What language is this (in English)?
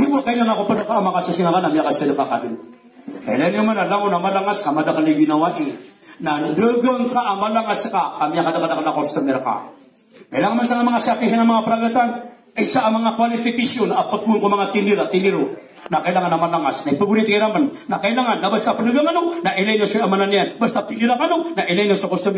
Maranao